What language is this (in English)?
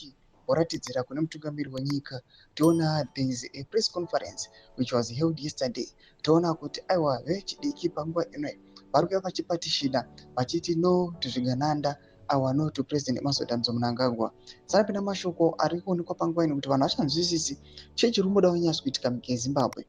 Shona